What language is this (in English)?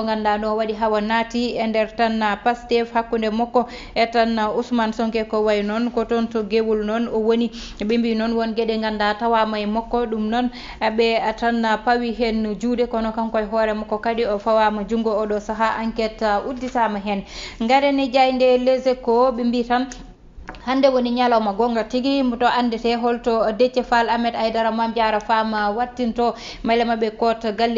Fula